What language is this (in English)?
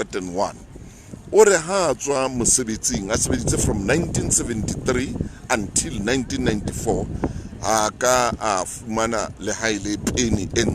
Southern Sotho